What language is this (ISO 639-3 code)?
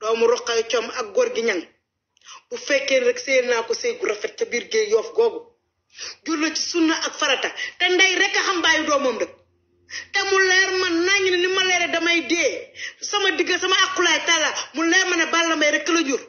wol